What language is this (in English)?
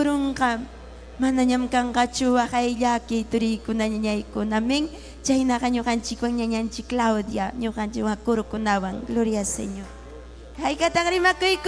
Ayacucho Quechua